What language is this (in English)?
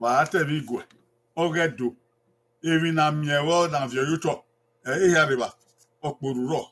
Bini